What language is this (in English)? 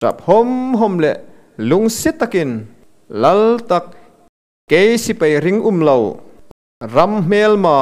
Hmar